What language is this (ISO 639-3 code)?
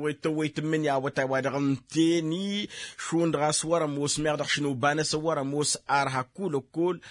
taq